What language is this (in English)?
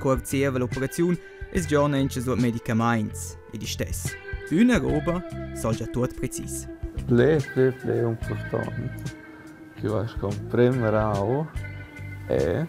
Romansh